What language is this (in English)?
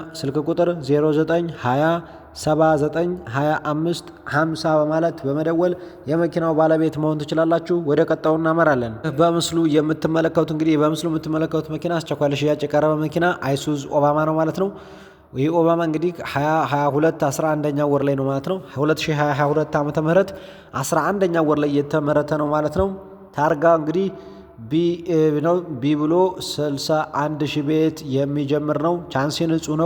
Amharic